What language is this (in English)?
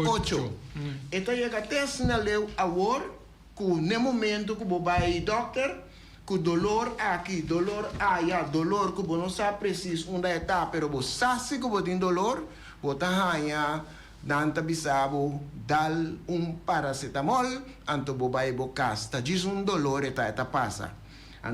Papiamento